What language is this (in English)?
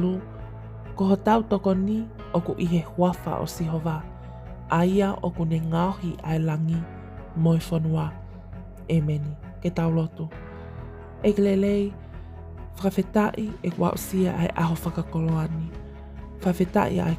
Tongan